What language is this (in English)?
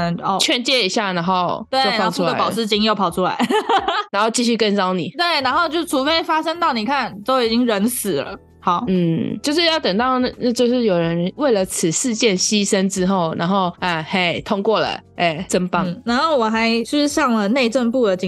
Chinese